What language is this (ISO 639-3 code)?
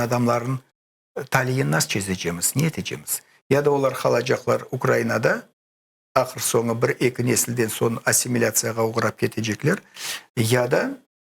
crh